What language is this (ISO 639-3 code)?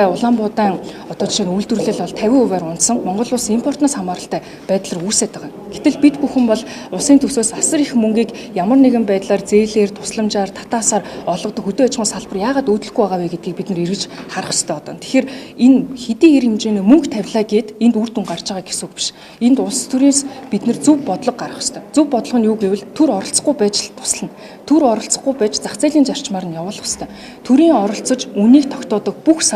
mon